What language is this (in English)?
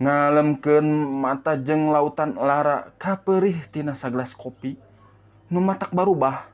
Sundanese